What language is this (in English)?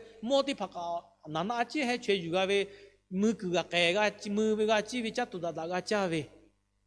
Lahu